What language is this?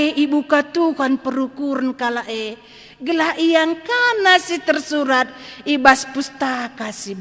Batak Karo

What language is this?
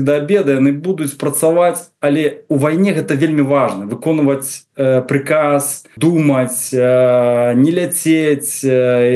Belarusian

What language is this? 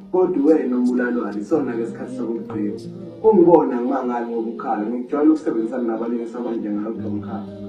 Zulu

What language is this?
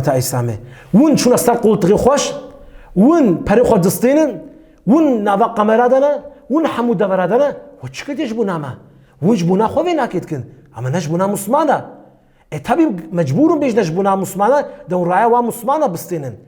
Kurdish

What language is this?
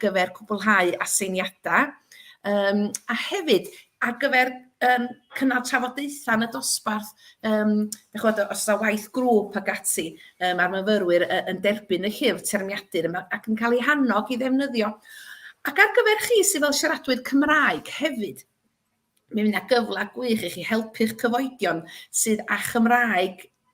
Welsh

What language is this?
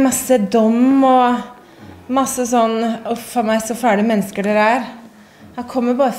Norwegian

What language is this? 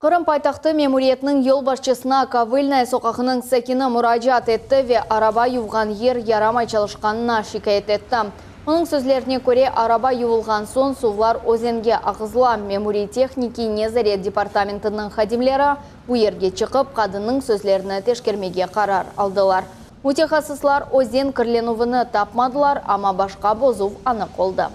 Crimean Tatar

